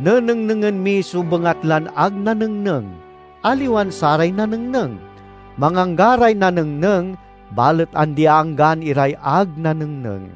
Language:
Pangasinan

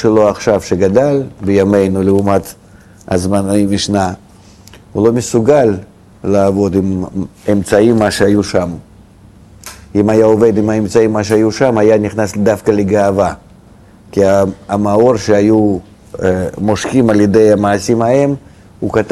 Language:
Hebrew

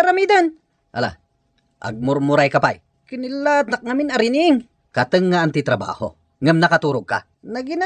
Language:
Iloko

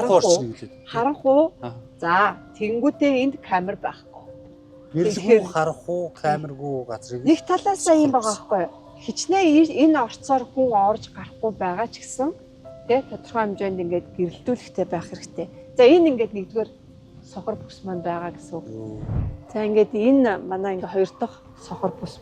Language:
Mongolian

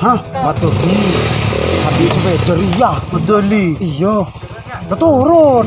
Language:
Madurese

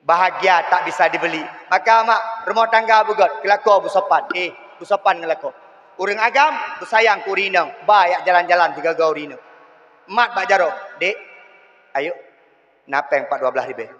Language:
Achinese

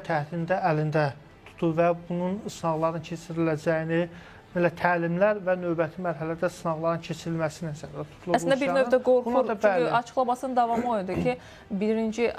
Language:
Azerbaijani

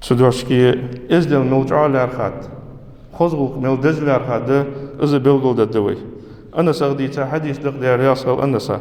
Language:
Ingush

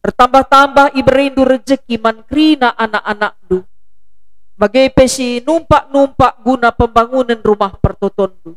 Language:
Batak Karo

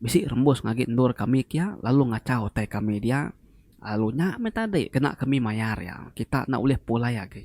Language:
Iban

